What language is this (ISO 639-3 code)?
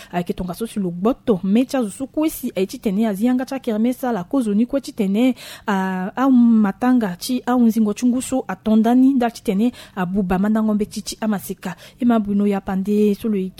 sag